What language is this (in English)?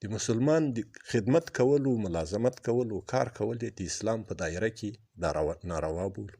Pashto